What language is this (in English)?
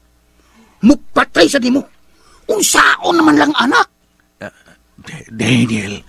Cebuano